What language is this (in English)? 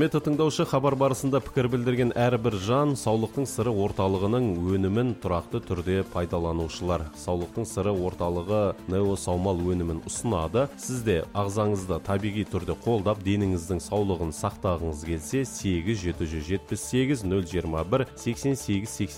Kazakh